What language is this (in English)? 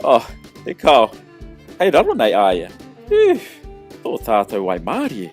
Māori